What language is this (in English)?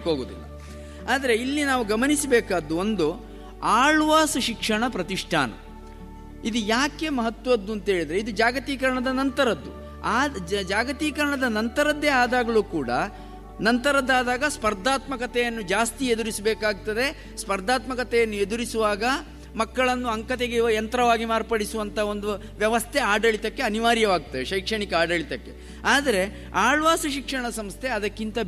Kannada